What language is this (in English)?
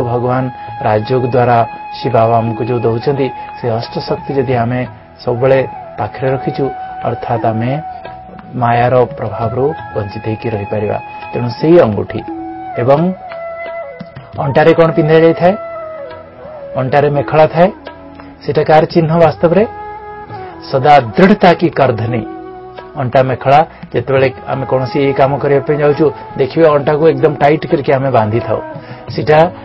Odia